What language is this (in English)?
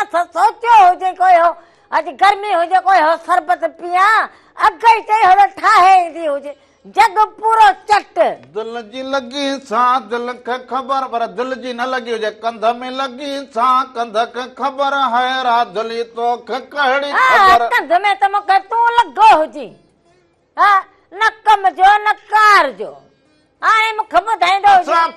Sindhi